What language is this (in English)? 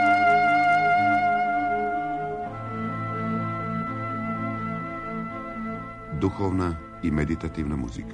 Serbian